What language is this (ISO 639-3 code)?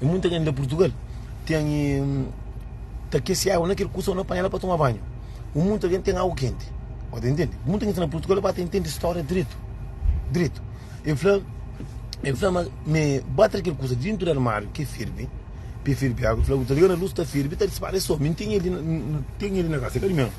kea